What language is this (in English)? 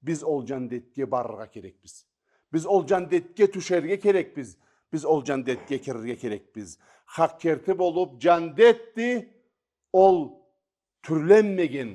Karachay-Balkar